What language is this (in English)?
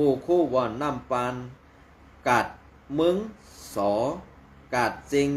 Shan